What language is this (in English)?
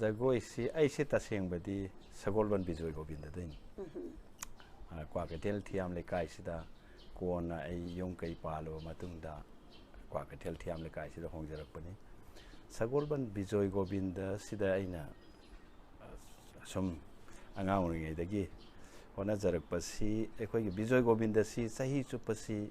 Manipuri